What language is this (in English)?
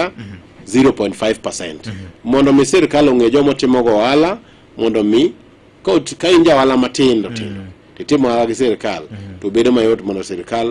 Luo (Kenya and Tanzania)